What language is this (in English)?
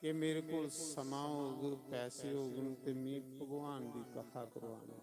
Dogri